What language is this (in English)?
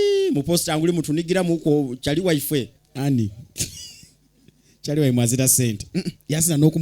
Ganda